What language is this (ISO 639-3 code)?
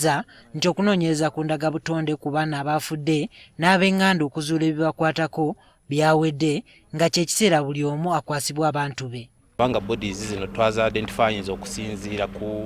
lug